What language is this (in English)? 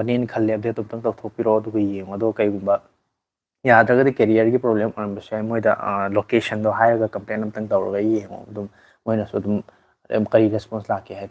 Manipuri